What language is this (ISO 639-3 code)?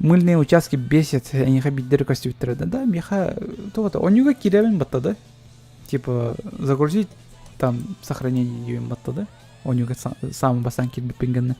sah